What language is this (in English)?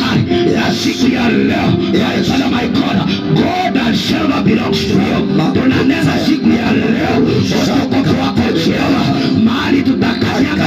Swahili